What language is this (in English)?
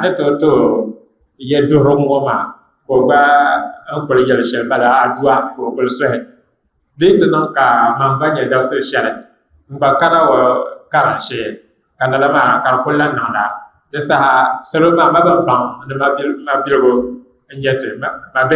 Dagbani